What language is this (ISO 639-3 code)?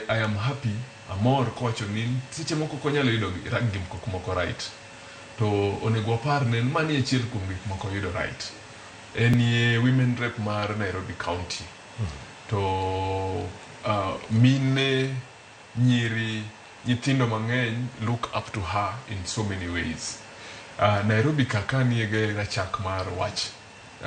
luo